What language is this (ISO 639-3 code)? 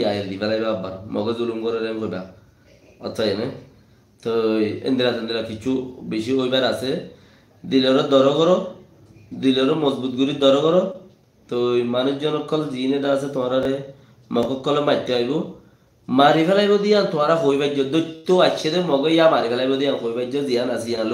rhg